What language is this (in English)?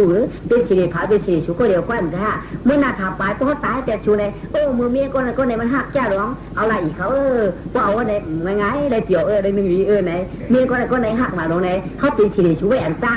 Shan